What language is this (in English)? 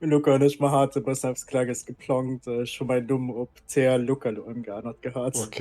Luxembourgish